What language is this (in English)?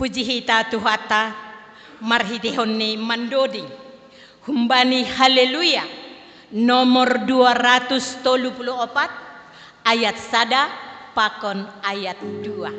Batak Simalungun